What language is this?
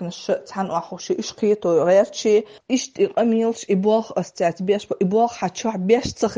Chechen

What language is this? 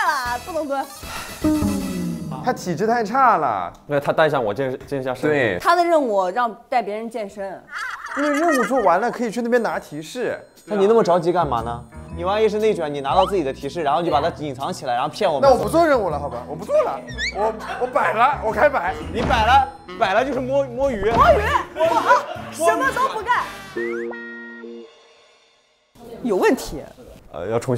Chinese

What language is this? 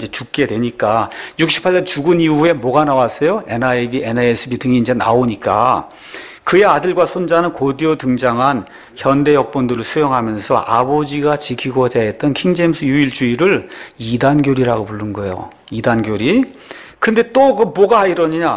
Korean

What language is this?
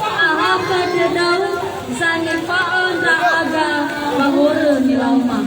Nias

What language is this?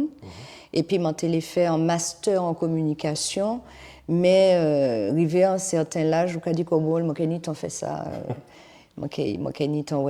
Guadeloupean Creole French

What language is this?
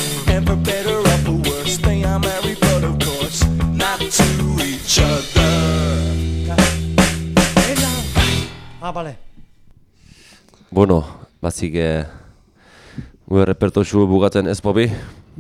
Basque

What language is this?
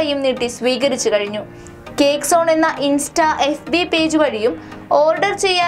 Malayalam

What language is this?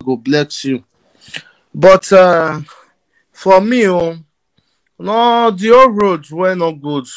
Nigerian Pidgin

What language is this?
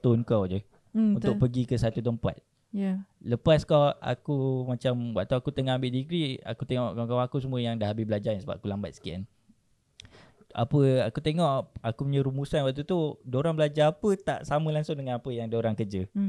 Malay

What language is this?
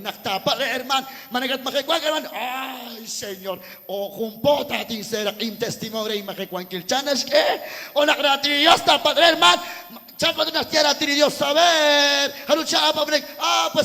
Kekchí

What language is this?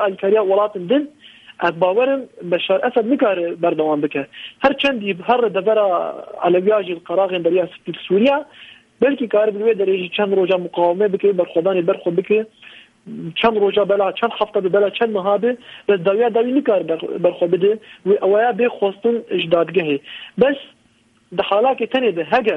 Kurdish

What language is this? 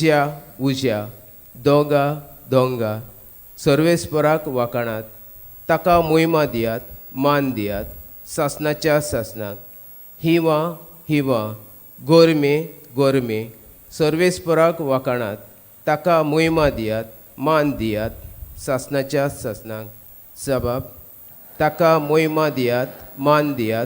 Konkani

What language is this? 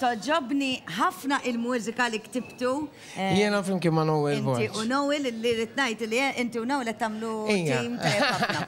Maltese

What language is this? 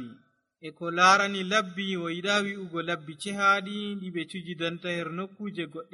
Nigerian Fulfulde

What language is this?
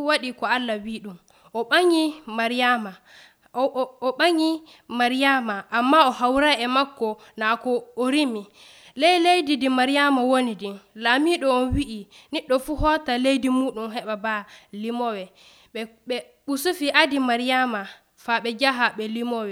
Nigerian Fulfulde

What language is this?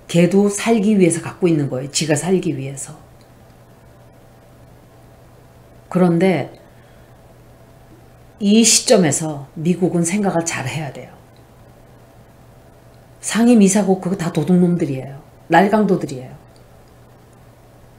Korean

